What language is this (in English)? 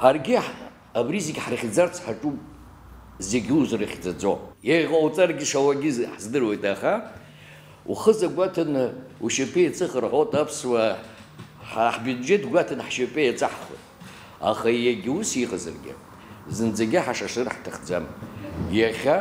Abkhazian